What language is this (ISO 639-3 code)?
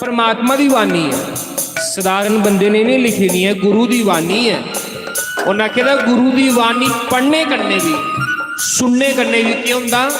doi